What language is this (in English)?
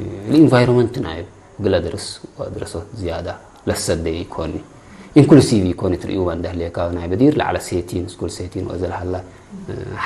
Tigre